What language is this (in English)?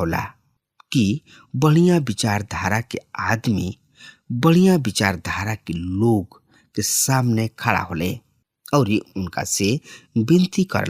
Bhojpuri